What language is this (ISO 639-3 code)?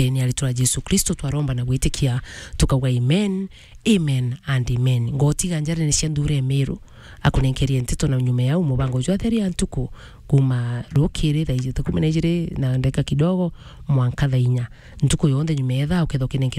mer